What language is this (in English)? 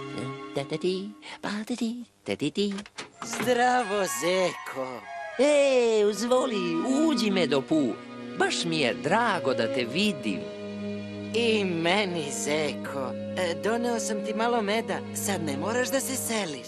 Serbian